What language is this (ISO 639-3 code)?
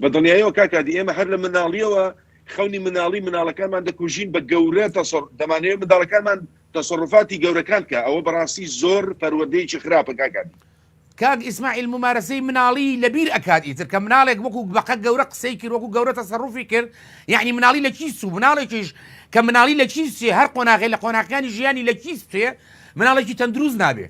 ckb